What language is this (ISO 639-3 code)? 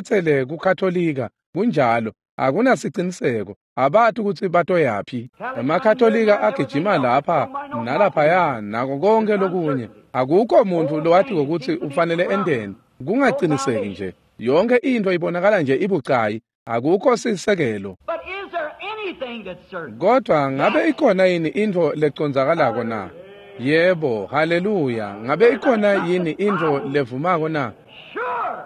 ssw